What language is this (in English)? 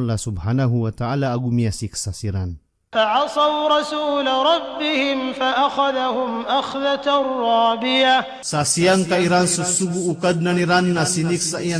Maranao